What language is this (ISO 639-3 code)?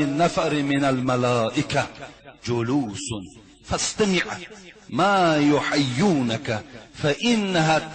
tgk